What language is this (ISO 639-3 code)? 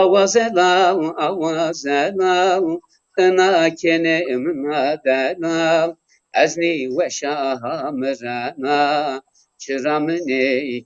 zza